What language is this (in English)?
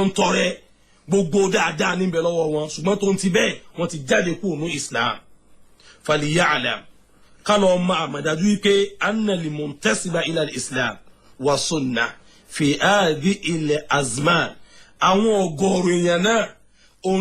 Yoruba